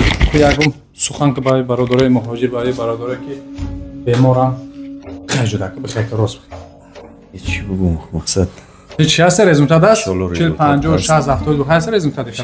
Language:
Tajik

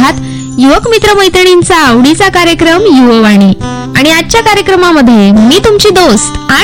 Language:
Marathi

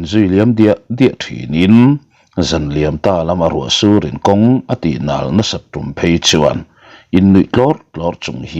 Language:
Mizo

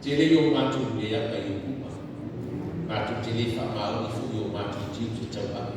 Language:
Samoan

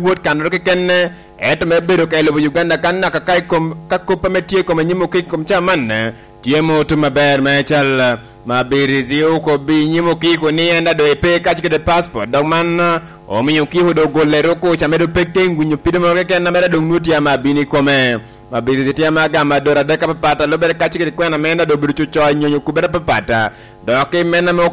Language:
Lango (Uganda)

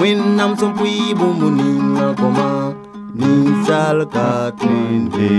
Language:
Mossi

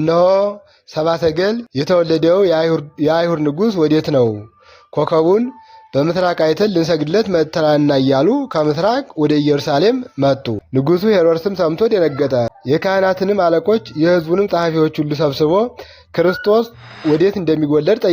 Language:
Amharic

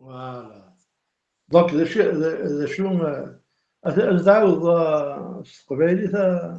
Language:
Kabyle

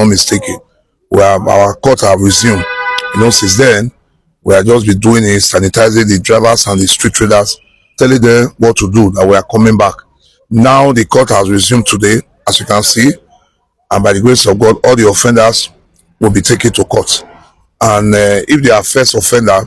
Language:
Nigerian Pidgin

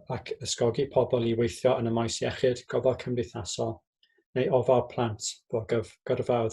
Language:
Welsh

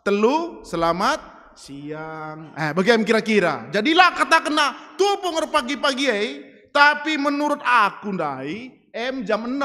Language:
Batak Karo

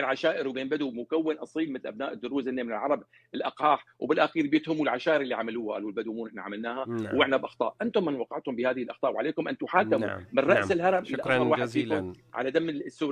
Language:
North Levantine Arabic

